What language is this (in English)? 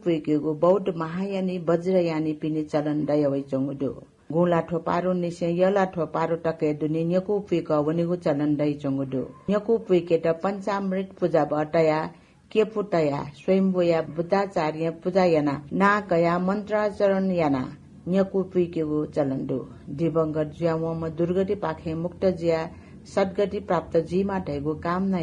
Newari